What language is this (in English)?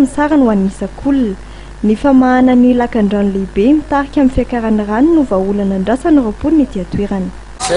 Malagasy